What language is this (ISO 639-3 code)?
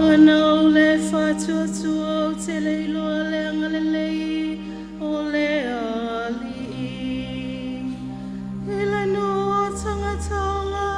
smo